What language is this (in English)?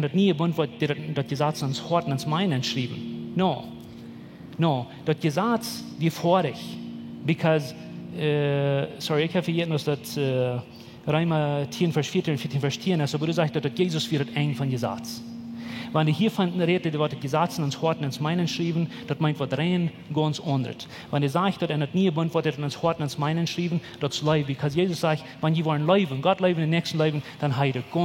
Plautdietsch